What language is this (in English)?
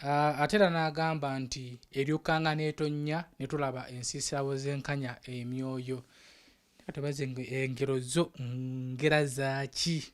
Ganda